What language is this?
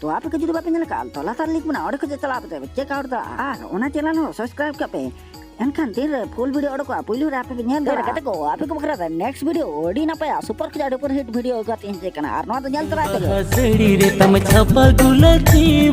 Santali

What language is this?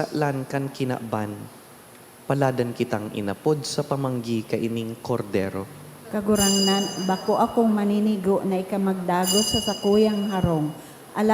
Bikol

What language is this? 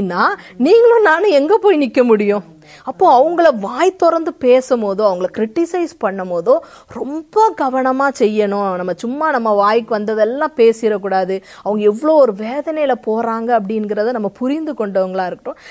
Tamil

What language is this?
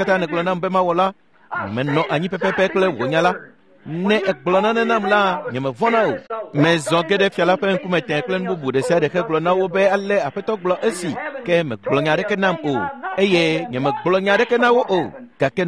Ewe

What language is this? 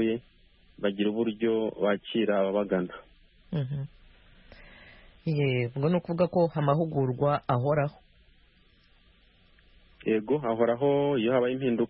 Kinyarwanda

